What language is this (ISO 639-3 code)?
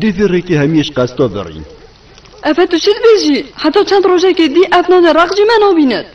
kur